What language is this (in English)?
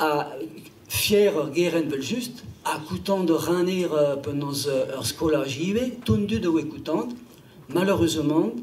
Breton